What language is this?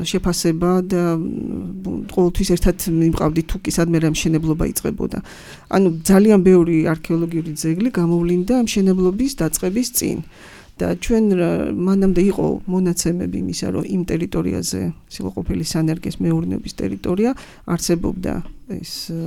Georgian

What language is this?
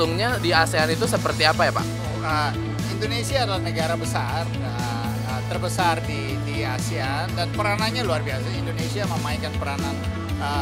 Indonesian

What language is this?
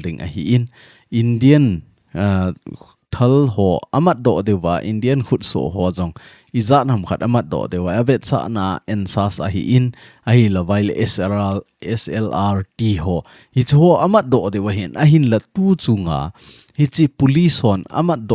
Thado Chin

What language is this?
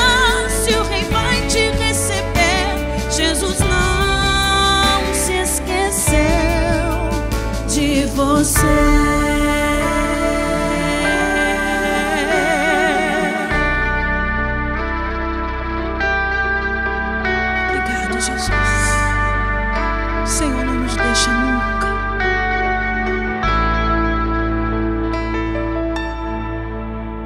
Portuguese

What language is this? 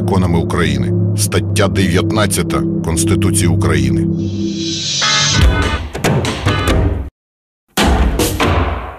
Ukrainian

